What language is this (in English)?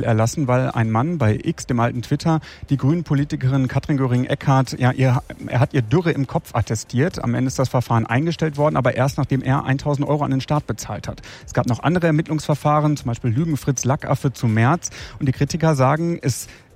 German